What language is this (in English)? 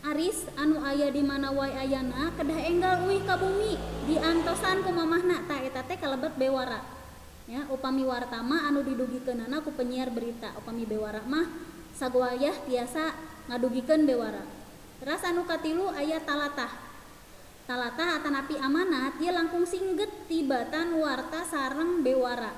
Sundanese